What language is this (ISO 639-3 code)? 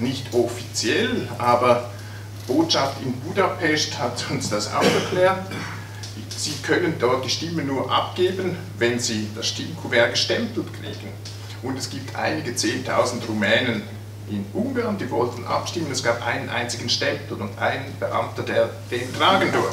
deu